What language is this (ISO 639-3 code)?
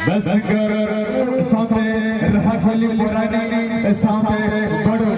sat